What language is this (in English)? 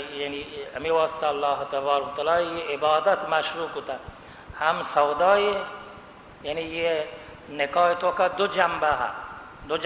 Baluchi